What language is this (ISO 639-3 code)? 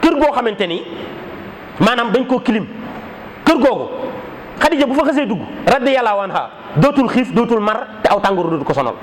wol